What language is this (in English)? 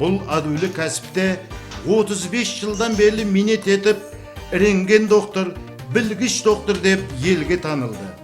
Kara-Kalpak